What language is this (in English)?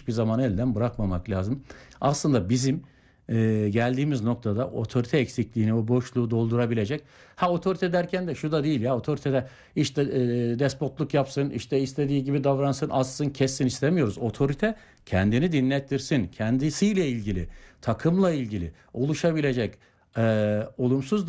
Turkish